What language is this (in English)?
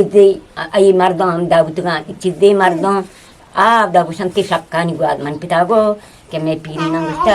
Eastern Balochi